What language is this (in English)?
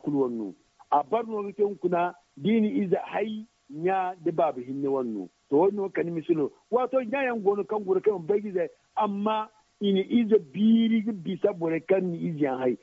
Zarma